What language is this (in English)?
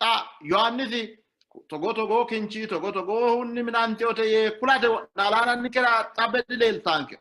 Sidamo